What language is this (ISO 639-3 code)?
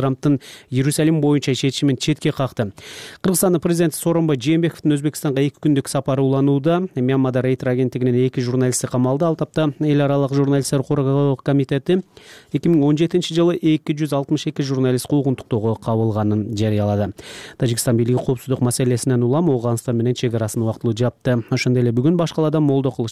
kir